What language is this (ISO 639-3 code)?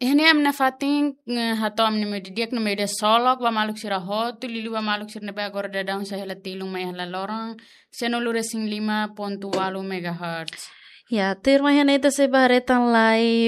tet